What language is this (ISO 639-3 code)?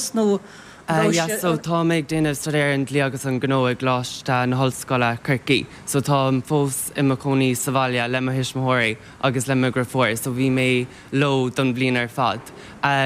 gle